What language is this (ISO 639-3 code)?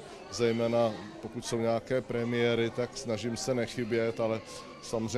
ces